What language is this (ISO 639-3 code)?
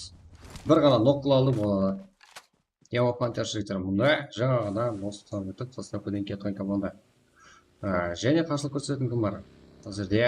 kaa